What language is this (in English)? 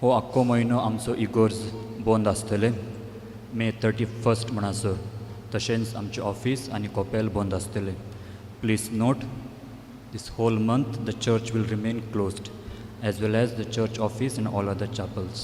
Konkani